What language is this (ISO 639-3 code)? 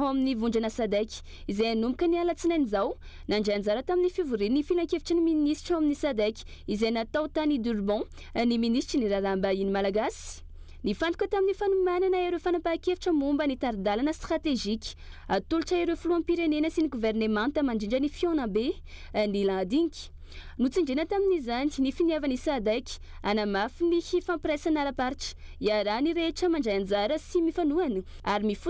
mlg